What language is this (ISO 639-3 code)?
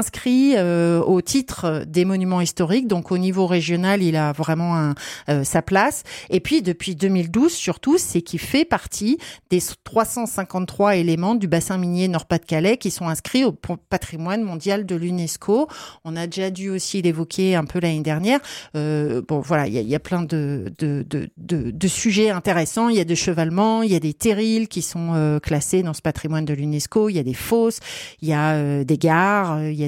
fra